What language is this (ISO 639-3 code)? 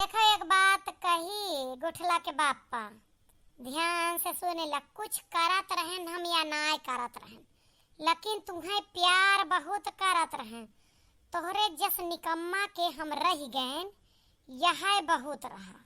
awa